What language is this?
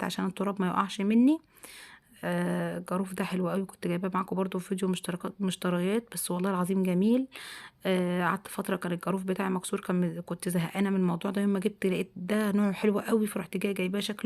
Egyptian Arabic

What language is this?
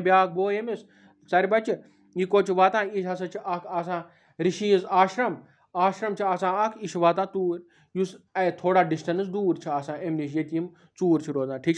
Kashmiri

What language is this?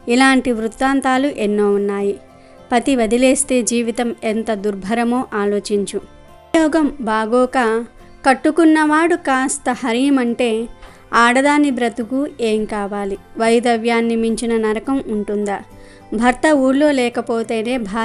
Telugu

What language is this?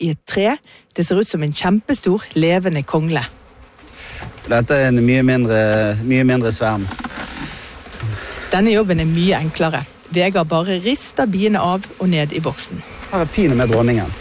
Norwegian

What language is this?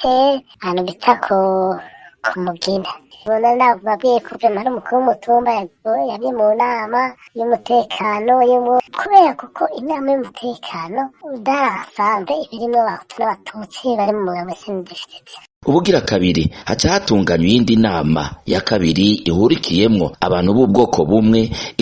Rundi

